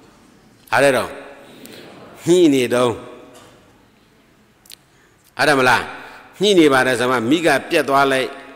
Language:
Burmese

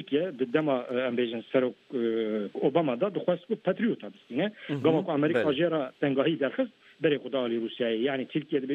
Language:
Kurdish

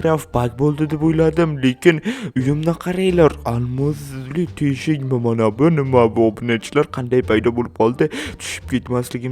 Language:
Uzbek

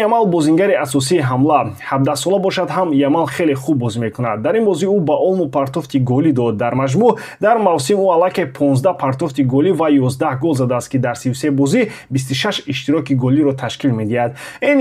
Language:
Tajik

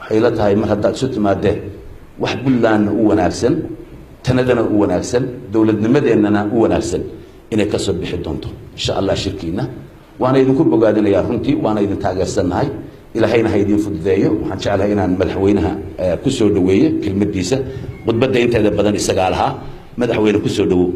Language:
Somali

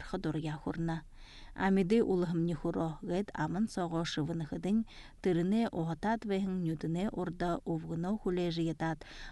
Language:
Buriat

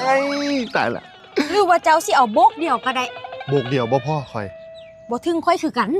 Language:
Northeastern Thai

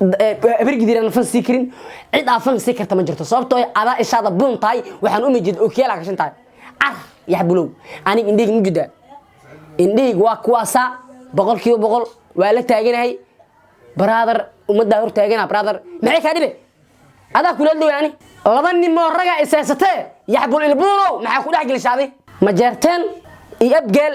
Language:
Somali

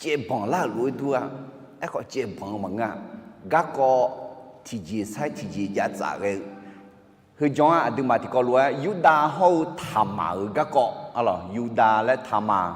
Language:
Akha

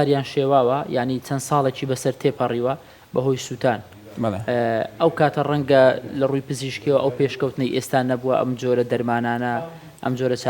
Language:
Central Kurdish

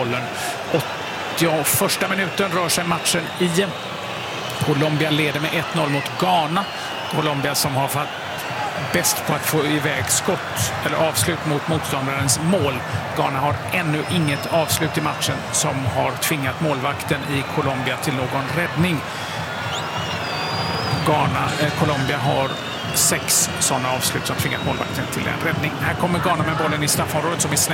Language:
Swedish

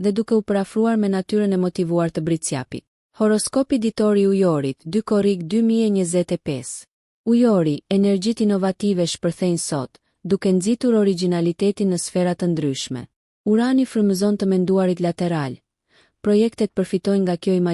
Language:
Albanian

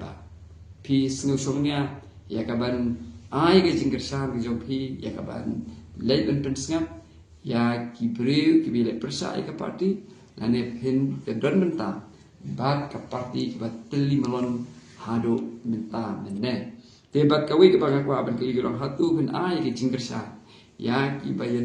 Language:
Khasi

